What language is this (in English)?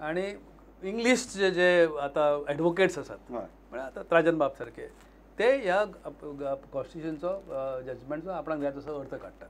Konkani